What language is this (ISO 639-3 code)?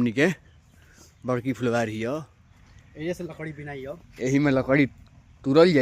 bho